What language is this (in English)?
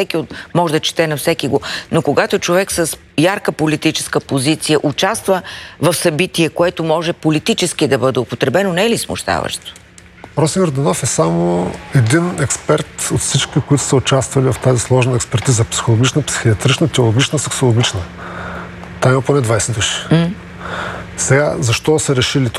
Bulgarian